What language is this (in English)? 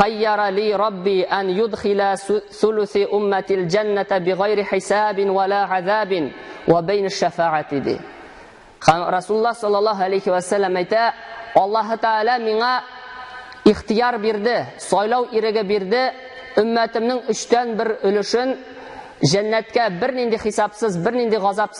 Tatar